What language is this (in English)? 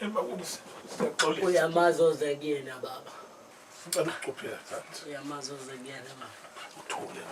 Zulu